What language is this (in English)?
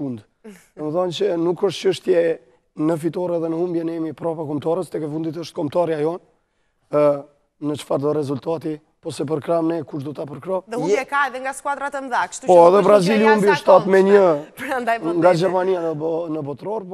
Albanian